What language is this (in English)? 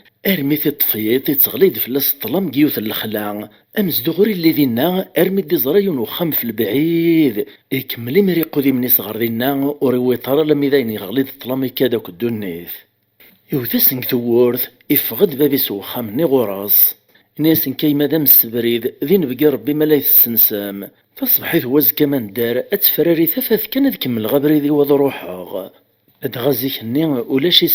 Kabyle